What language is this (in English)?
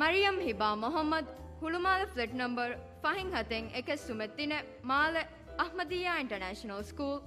Divehi